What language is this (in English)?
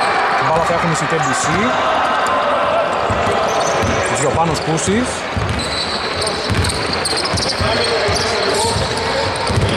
Greek